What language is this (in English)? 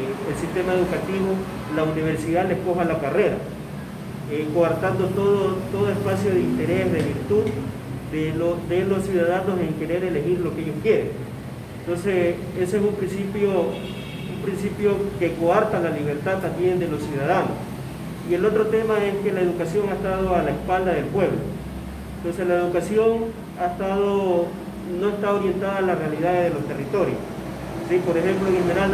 Spanish